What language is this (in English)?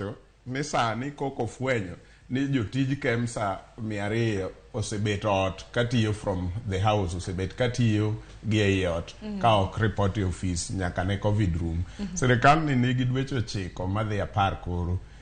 Luo (Kenya and Tanzania)